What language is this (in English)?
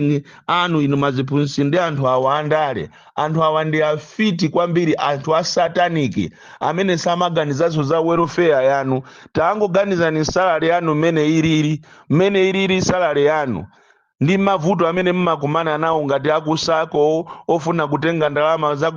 Nyanja